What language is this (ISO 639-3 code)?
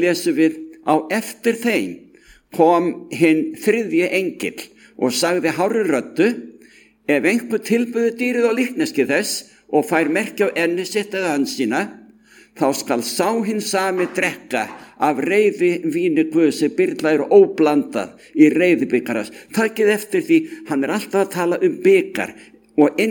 isl